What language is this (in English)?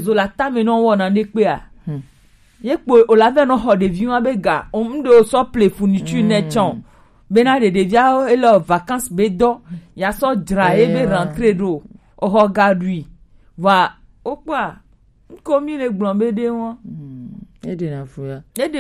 Gen